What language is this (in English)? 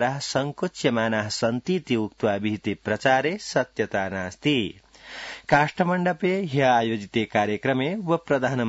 Sanskrit